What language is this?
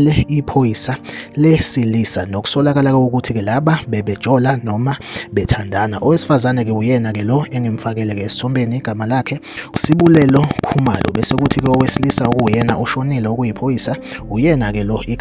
Zulu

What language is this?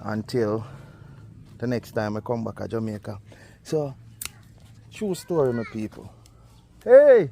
Jamaican Creole English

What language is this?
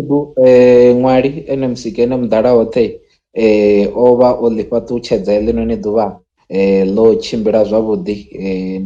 Venda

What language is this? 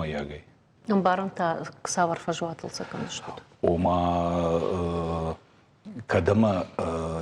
Ossetic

